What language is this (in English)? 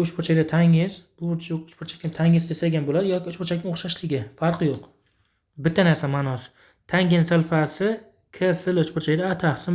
Uzbek